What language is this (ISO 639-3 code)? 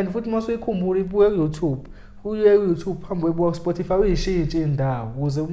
zul